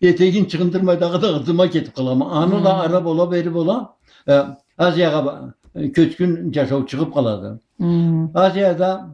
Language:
Karachay-Balkar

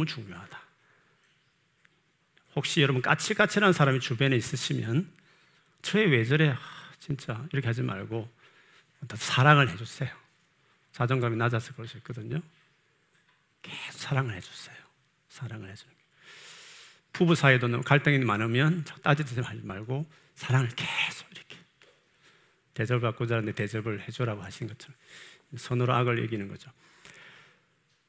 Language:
Korean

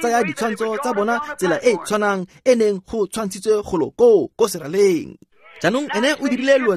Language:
Tswana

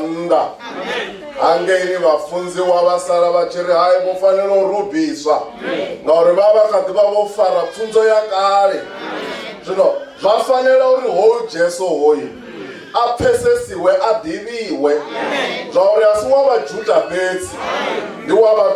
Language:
Venda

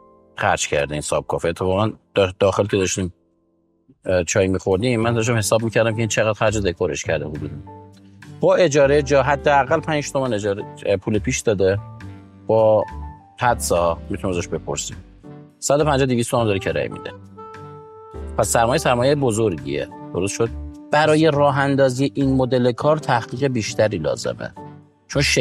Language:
Persian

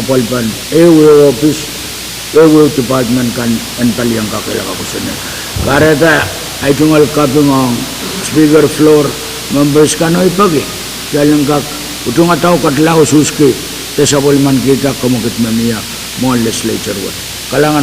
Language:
Pohnpeian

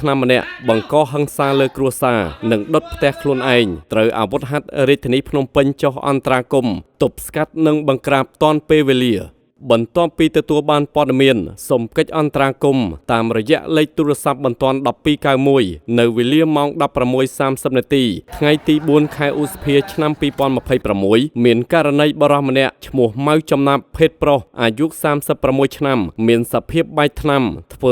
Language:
Khmer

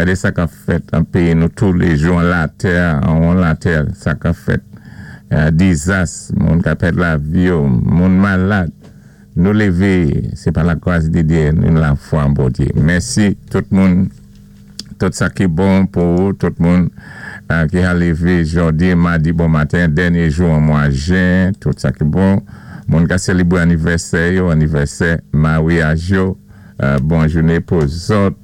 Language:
Saint Lucian Creole French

